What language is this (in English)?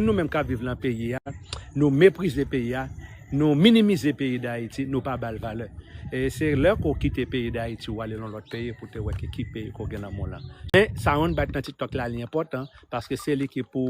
Haitian Creole